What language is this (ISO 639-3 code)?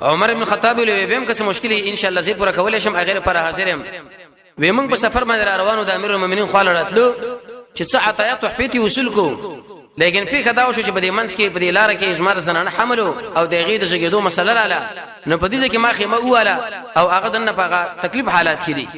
pus